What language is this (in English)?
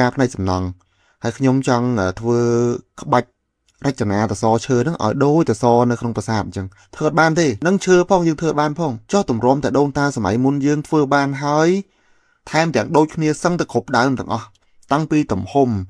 Khmer